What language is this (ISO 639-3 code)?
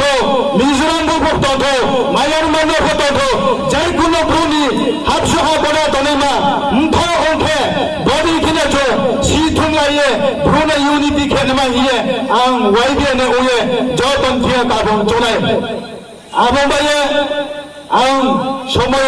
ria